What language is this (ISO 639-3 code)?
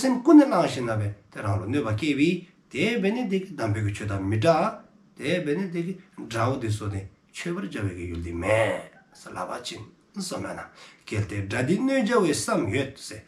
dzo